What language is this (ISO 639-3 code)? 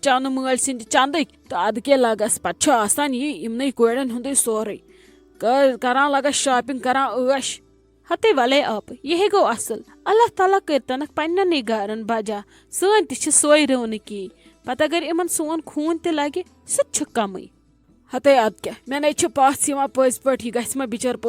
kas